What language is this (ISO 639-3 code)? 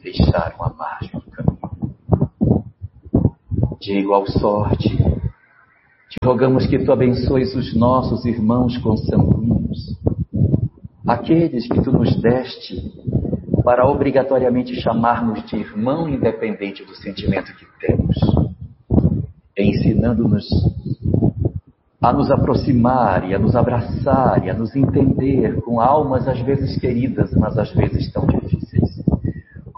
por